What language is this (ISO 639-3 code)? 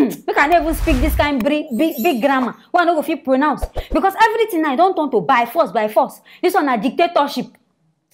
pcm